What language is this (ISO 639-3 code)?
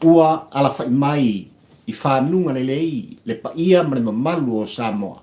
smo